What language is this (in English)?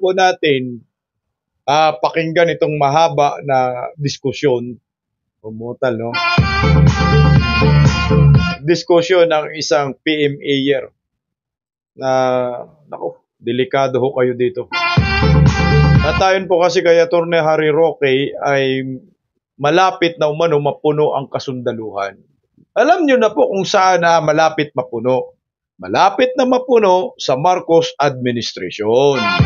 Filipino